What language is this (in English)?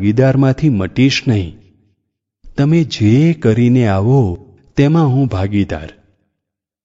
Gujarati